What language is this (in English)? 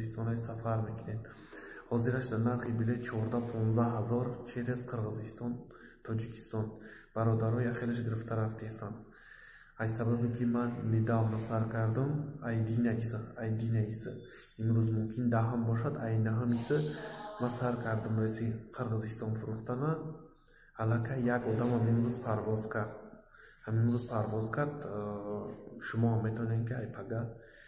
Tajik